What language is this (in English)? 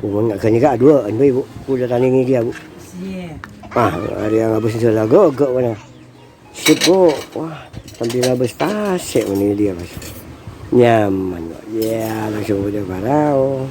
Madurese